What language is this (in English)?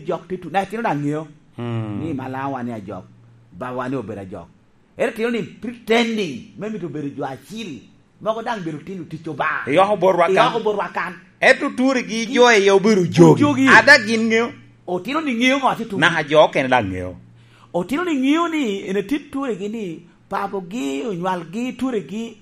Lango (Uganda)